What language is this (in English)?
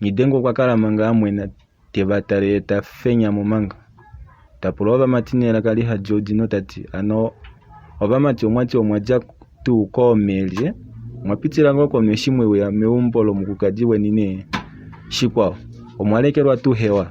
Kuanyama